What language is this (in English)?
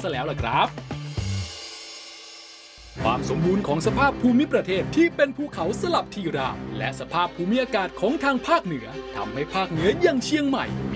Thai